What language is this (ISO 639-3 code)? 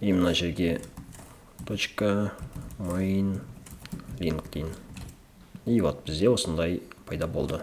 kaz